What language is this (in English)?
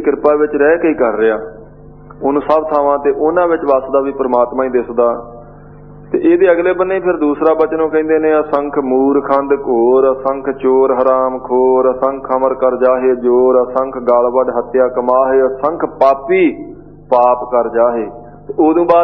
Punjabi